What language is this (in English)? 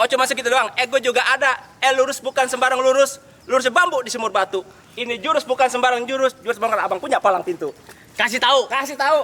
Betawi